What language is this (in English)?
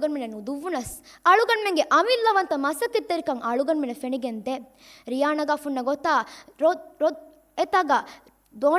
Divehi